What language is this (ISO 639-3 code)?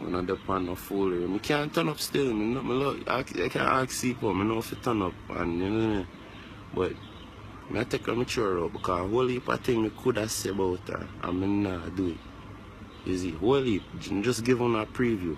jam